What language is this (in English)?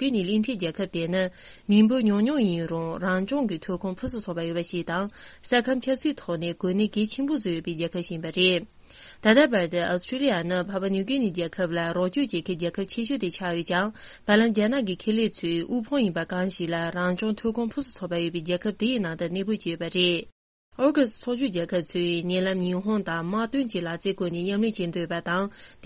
Tibetan